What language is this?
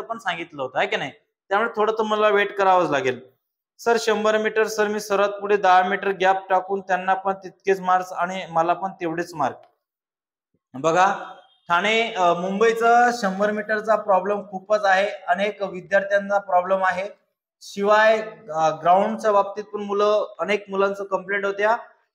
Marathi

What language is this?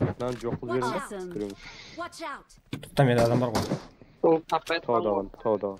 Kara-Kalpak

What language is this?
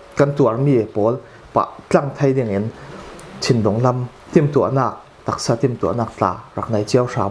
Falam Chin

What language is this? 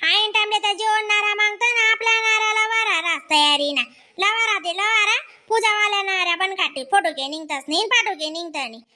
Khandesi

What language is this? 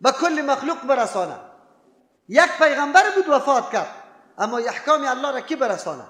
Persian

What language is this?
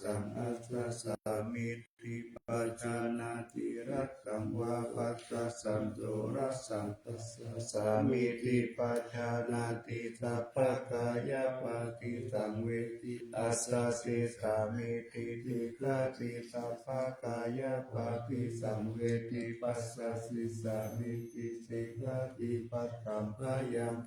Pali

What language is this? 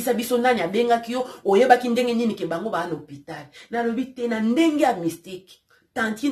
Lingala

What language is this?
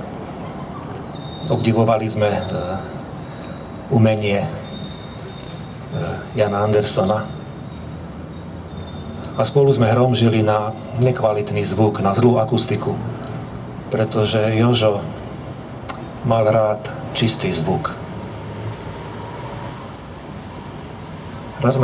Slovak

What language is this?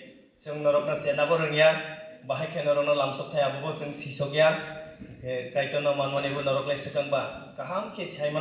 Kok Borok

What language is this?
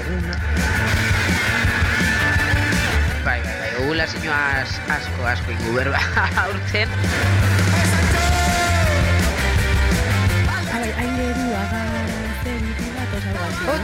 Basque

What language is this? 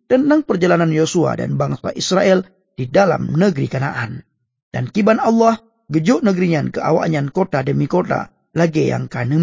Achinese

